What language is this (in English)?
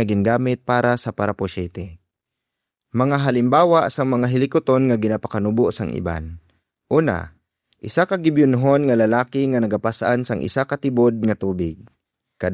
Hiligaynon